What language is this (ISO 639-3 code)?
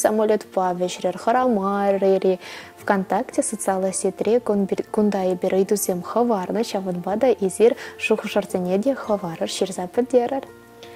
chv